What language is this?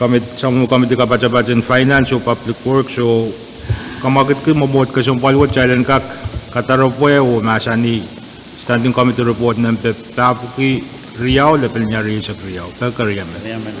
Pohnpeian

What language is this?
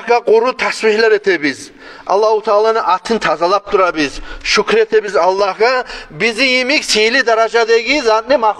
Kumyk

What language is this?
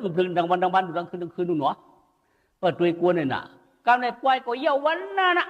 Shan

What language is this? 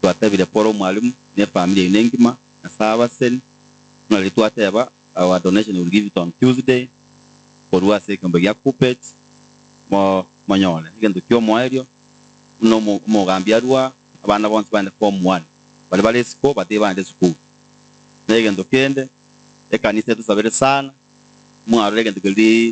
Gusii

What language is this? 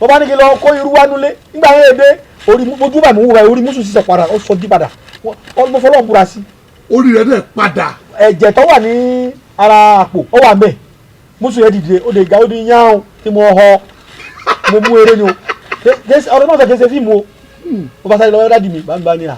Yoruba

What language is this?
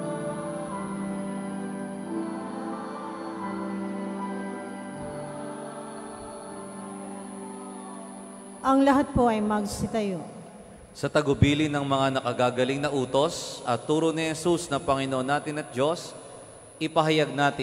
Filipino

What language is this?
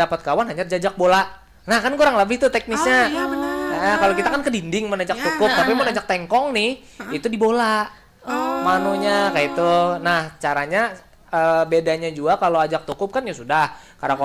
Banjar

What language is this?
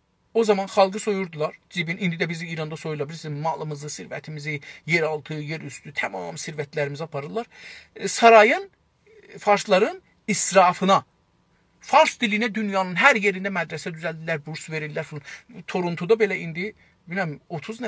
South Azerbaijani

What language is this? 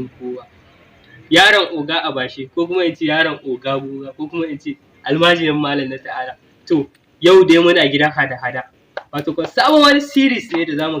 Hausa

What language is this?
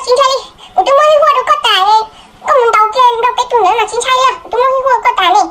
Hmong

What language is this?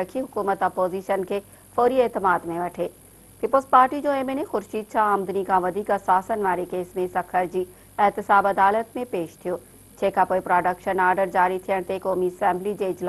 Sindhi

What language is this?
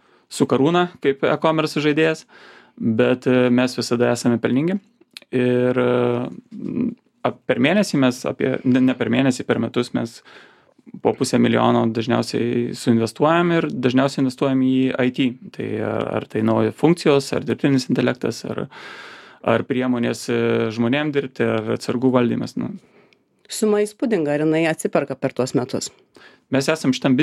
Lithuanian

